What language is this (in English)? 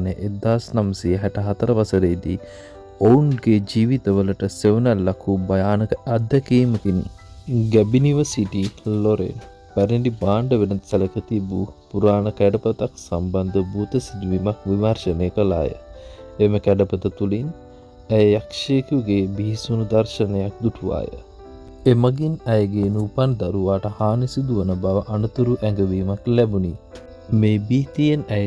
Sinhala